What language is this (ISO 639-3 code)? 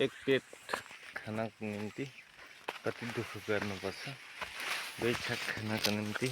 nep